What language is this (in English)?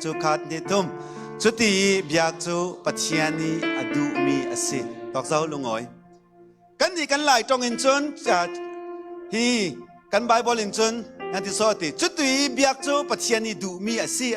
Falam Chin